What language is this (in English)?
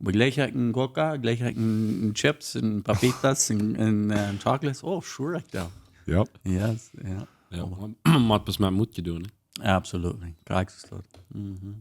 Plautdietsch